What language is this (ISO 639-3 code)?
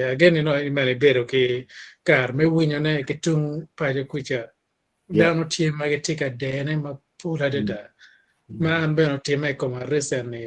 ach